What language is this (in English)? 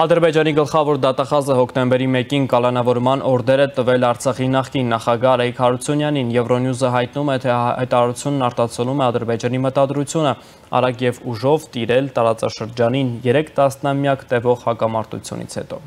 Armenian